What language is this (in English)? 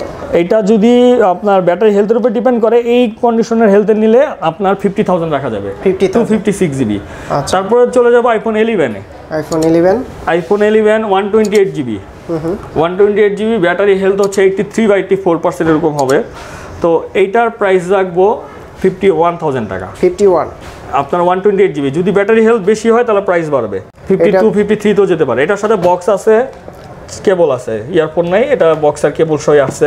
Bangla